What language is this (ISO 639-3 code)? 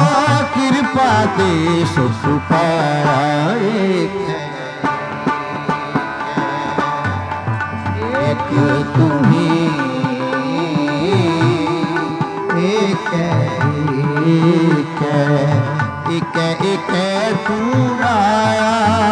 hin